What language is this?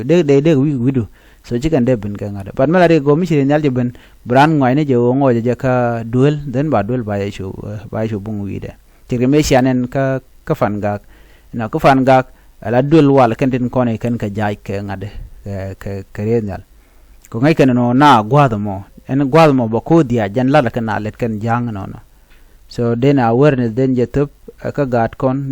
Nuer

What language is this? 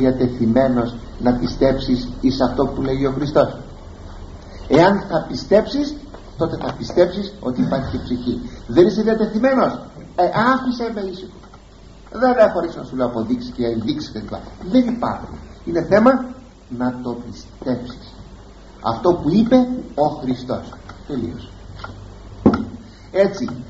Greek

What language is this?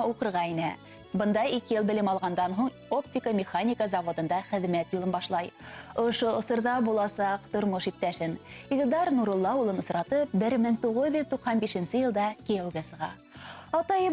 Bashkir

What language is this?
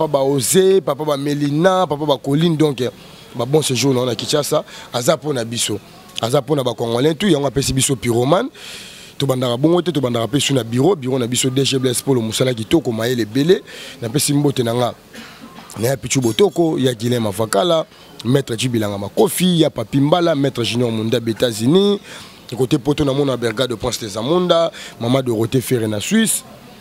Lingala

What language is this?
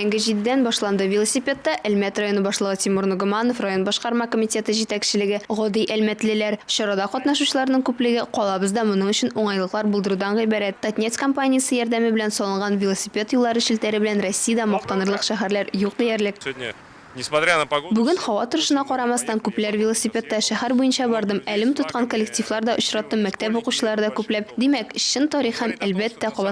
Tatar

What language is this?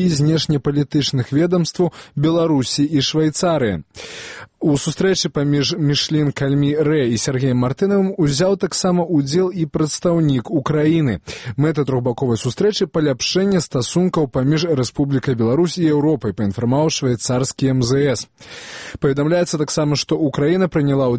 Belarusian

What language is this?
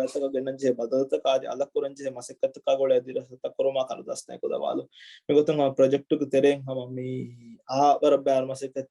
Divehi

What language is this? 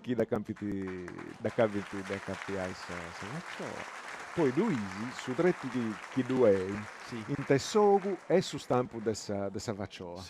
Sardinian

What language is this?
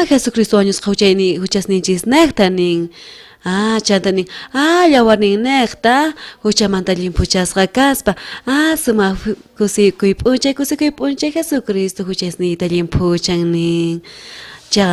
South Bolivian Quechua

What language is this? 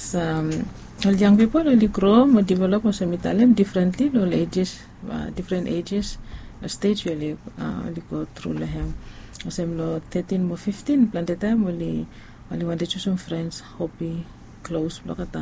Bislama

